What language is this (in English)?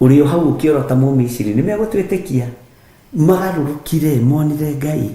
Kikuyu